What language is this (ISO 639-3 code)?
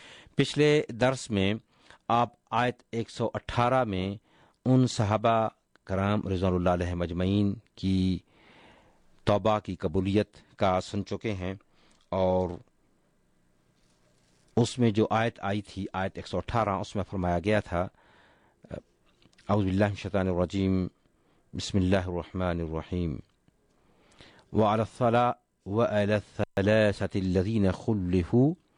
urd